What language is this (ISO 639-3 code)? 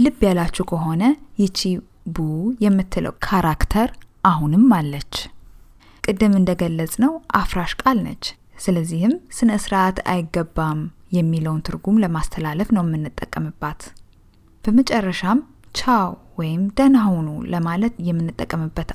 amh